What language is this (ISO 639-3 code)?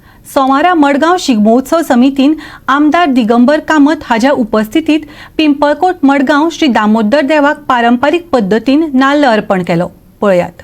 kok